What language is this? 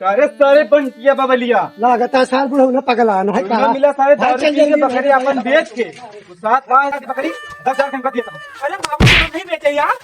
Awadhi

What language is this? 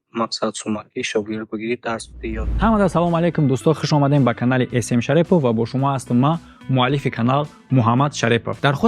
Tajik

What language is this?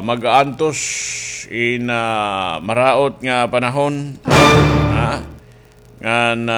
Waray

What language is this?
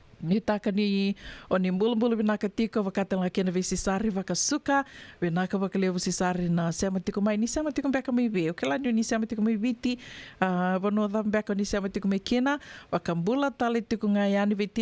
Fijian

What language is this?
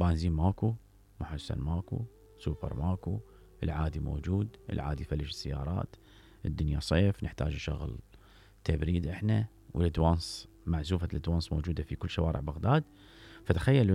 Mesopotamian Arabic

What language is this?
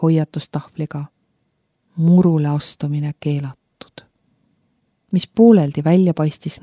Estonian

